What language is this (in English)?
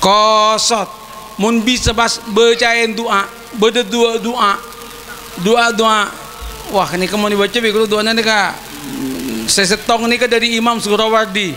Madurese